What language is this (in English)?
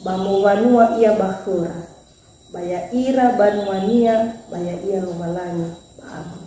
Nias